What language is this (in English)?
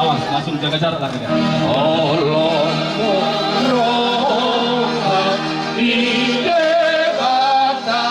Batak Toba